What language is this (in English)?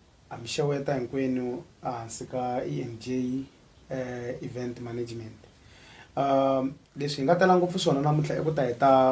Tsonga